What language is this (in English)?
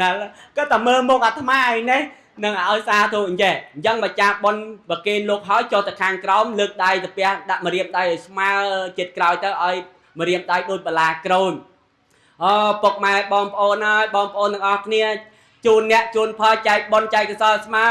Khmer